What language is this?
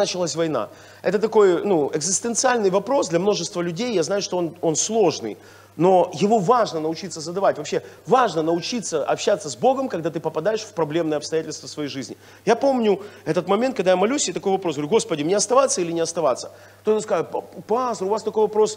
Russian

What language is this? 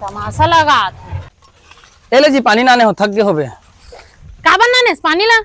Chhattisgarhi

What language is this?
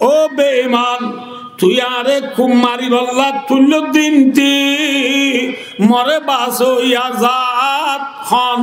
Rohingya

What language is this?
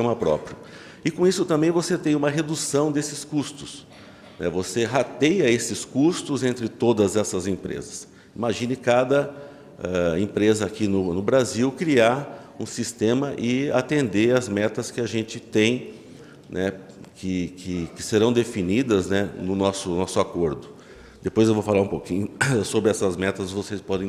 Portuguese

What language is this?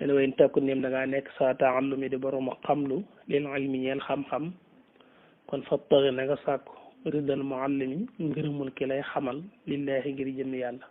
Wolof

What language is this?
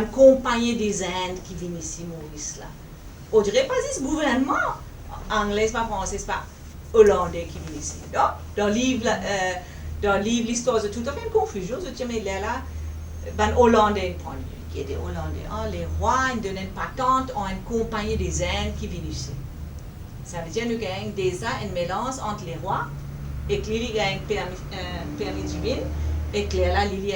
Morisyen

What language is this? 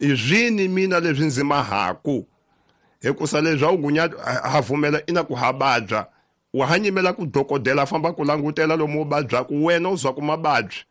Tsonga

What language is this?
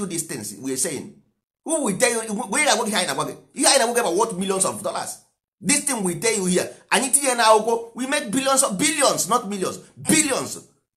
Igbo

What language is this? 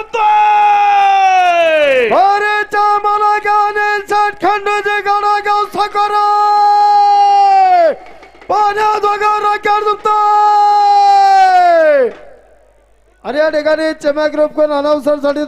Marathi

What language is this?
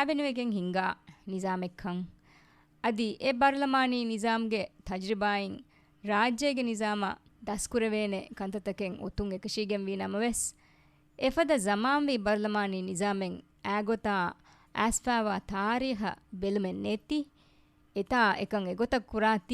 Divehi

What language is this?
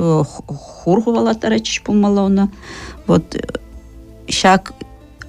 Chuvash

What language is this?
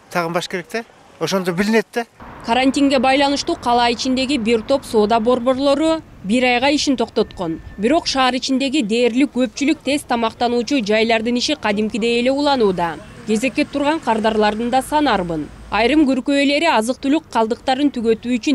Kyrgyz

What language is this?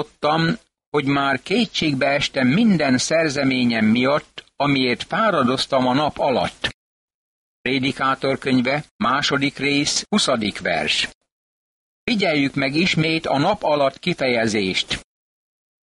Hungarian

